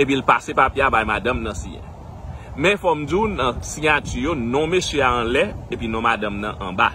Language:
Haitian Creole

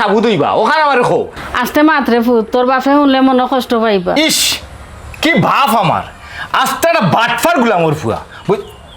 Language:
Sylheti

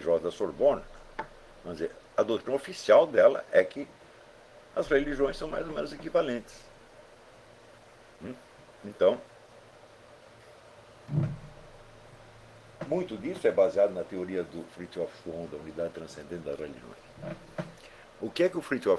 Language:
Portuguese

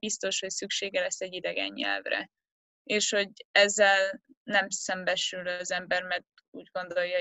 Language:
Hungarian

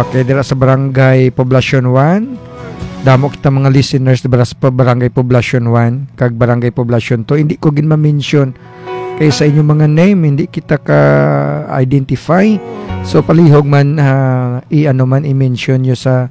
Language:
Hiligaynon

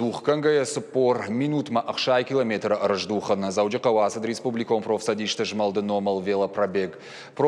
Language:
Ossetic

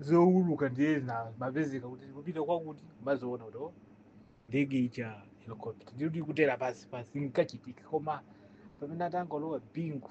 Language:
Nyanja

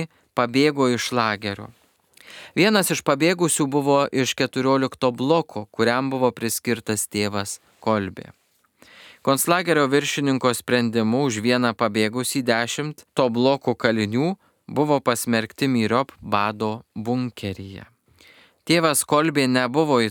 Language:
Lithuanian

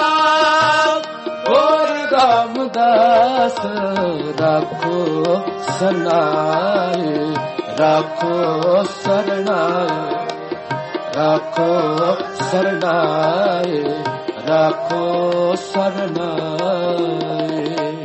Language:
Punjabi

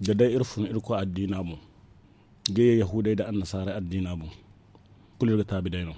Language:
Zarma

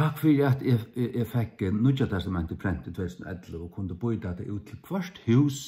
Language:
Faroese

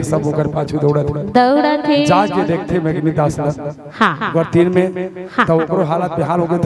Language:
Chhattisgarhi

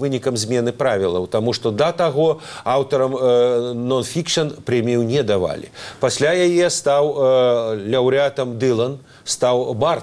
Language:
Belarusian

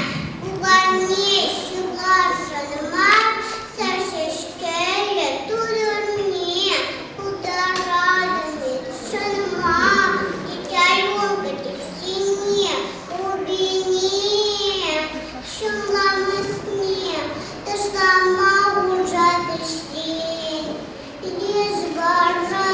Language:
Chuvash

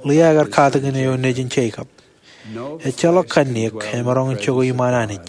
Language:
Marshallese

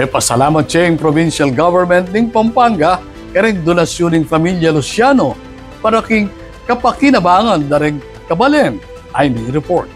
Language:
Pampanga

